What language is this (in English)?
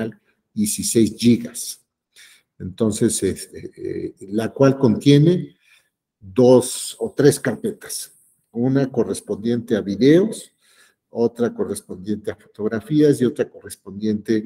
Spanish